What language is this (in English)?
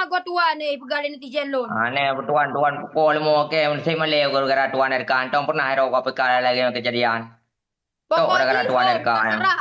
Achinese